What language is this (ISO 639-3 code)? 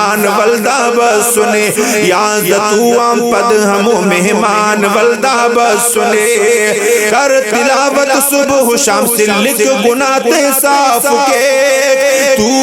brh